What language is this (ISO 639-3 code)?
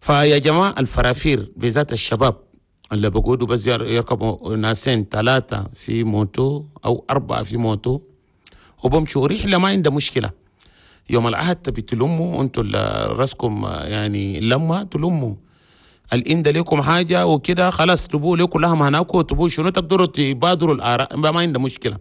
shu